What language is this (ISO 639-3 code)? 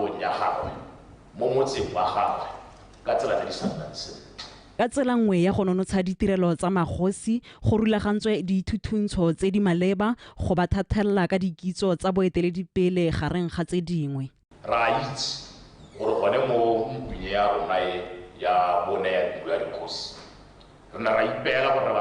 tsn